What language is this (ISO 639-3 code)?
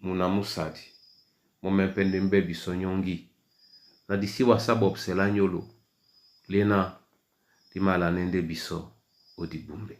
dua